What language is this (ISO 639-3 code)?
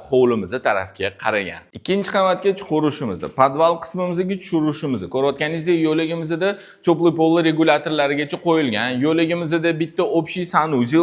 uzb